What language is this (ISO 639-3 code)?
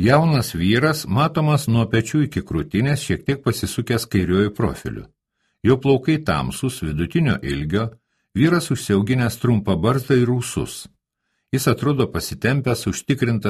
lit